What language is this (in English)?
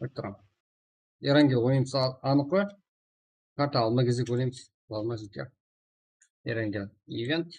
Kara-Kalpak